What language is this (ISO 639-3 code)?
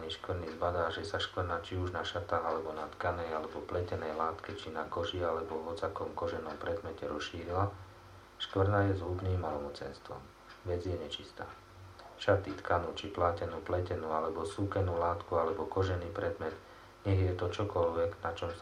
slk